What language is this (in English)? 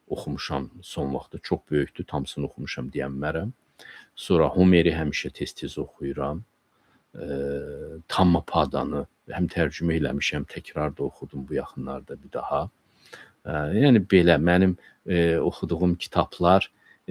Azerbaijani